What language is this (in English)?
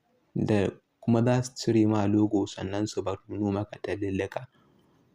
Hausa